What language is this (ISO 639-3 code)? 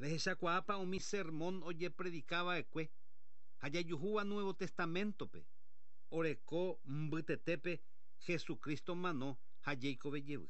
grn